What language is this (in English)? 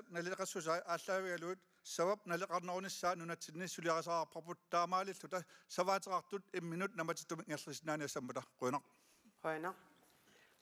Kalaallisut